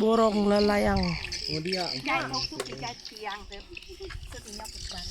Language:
Iban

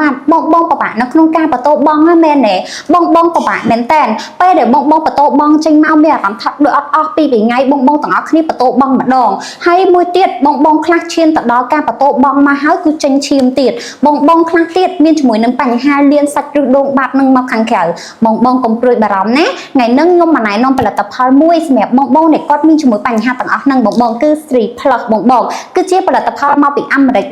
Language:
Khmer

